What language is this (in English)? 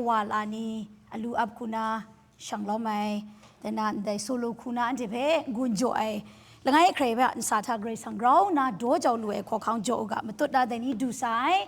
Kachin